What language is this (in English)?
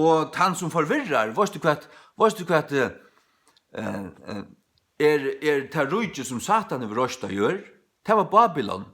Faroese